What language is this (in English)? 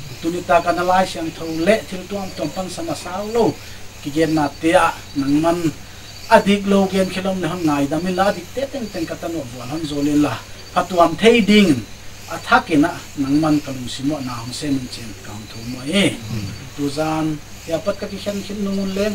Paite Chin